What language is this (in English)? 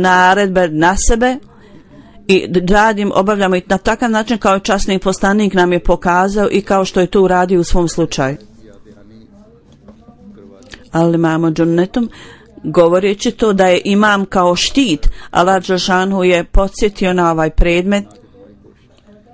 Bosnian